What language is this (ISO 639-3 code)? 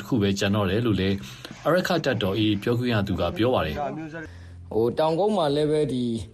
mya